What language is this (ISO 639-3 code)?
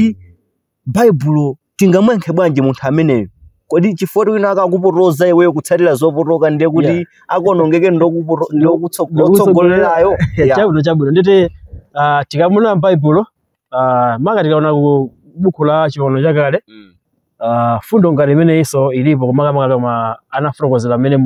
nya